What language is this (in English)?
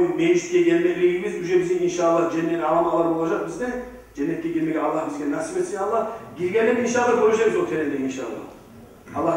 Kumyk